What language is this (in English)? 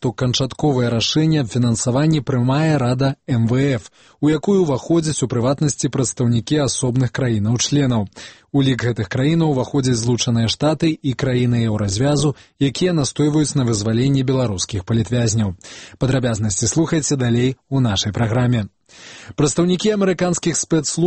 Belarusian